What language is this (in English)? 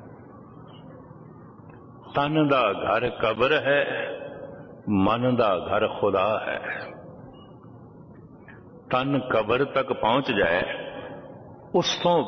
Punjabi